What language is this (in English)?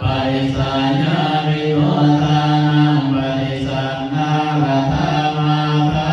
Pali